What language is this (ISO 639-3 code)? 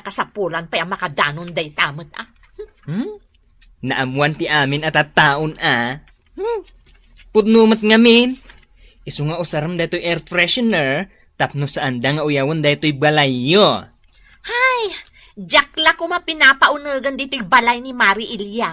ilo